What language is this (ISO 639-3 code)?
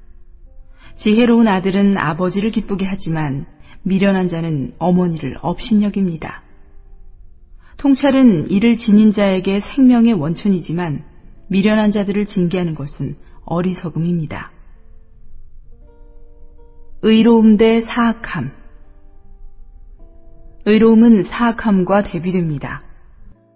kor